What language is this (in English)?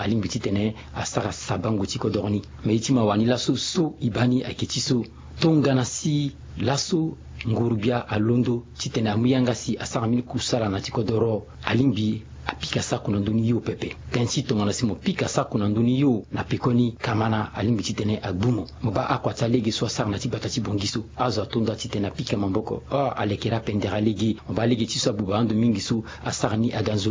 Sango